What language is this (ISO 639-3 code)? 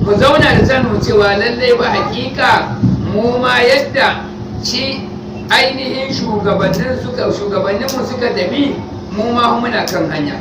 hau